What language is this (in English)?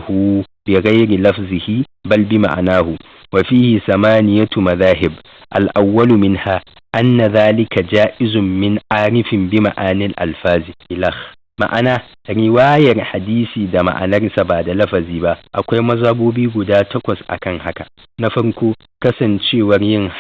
Hausa